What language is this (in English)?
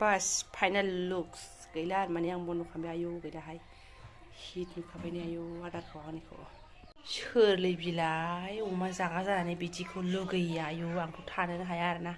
Bodo